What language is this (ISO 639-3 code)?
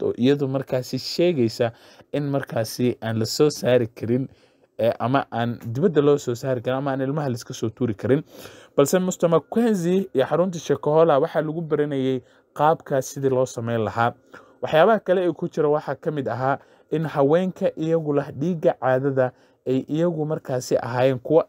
som